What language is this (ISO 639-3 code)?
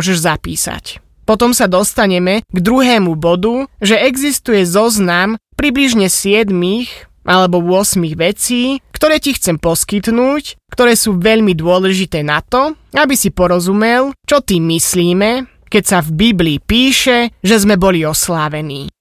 slk